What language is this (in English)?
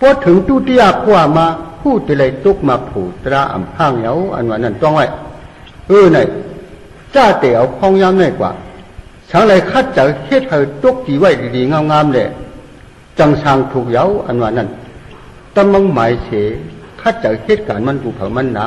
Shan